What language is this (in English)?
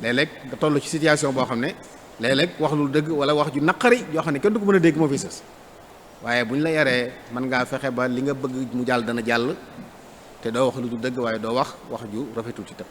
Wolof